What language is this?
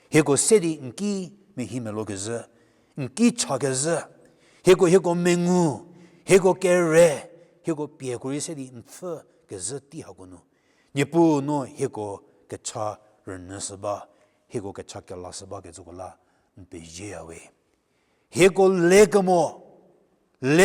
Angami Naga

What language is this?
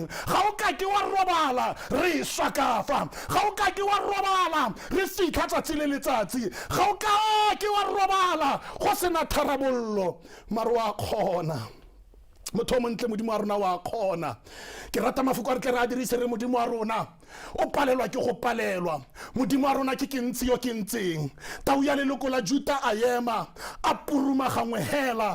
Tswana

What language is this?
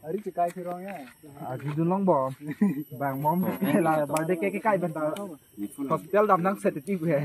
Karbi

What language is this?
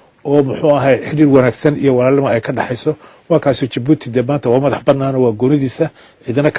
Somali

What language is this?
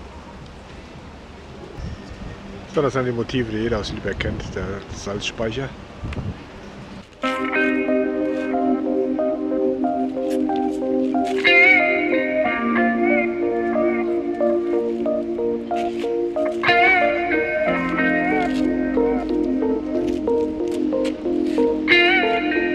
German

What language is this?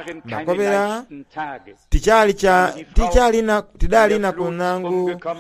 Soga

